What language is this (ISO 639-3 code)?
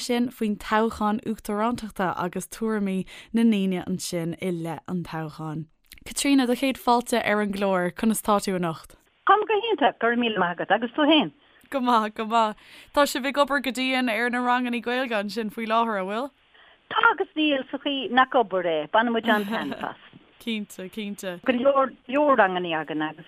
gle